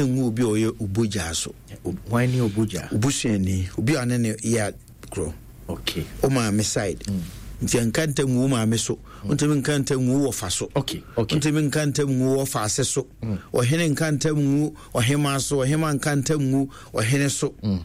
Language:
Akan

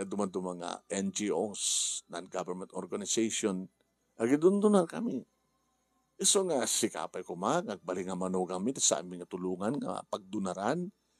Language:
Iloko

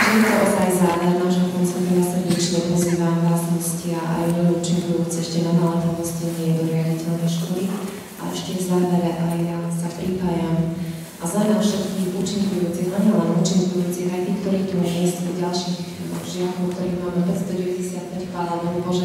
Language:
Slovak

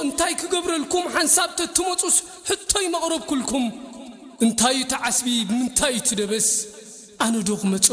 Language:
Tigrinya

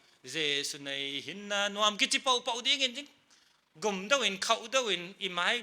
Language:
Paite Chin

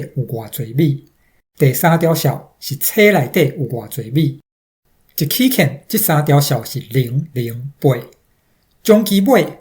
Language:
Min Nan Chinese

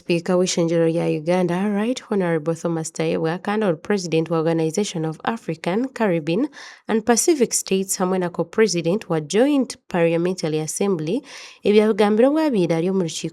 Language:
Nyankole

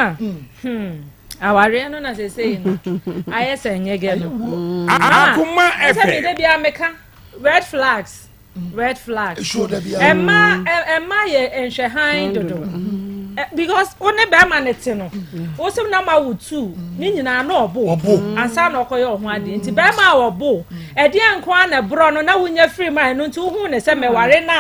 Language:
Akan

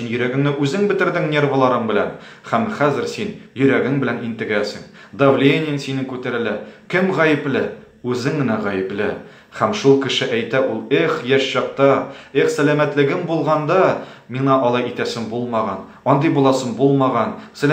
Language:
Tatar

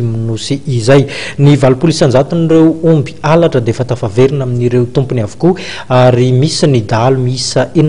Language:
Malagasy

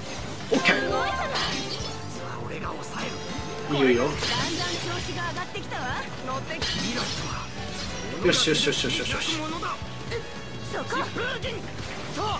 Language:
Japanese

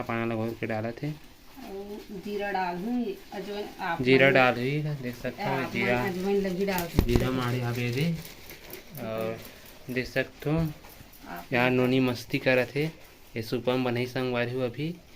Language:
Chhattisgarhi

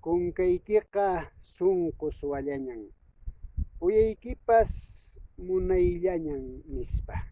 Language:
Quechua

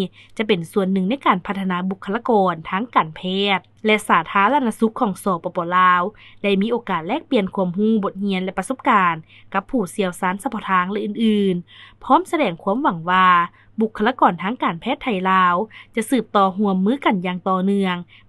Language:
Lao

